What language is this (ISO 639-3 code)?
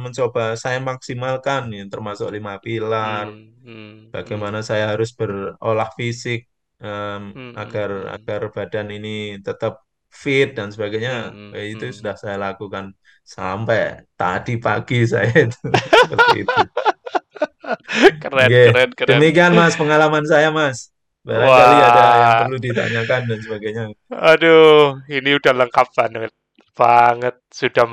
ind